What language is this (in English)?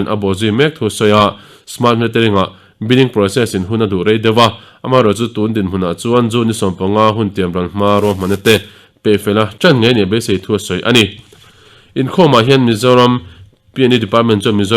Mizo